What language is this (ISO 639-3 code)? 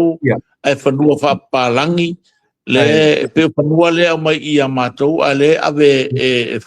smo